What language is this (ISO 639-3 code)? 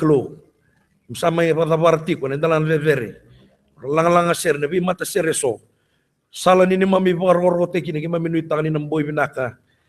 fij